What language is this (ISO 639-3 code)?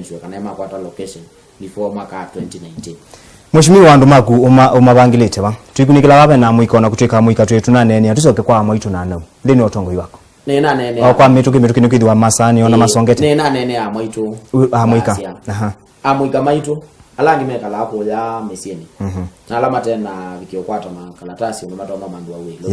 kam